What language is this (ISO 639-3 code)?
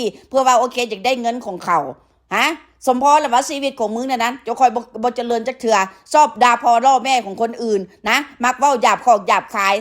tts